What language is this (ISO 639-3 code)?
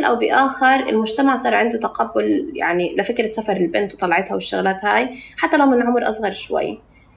apc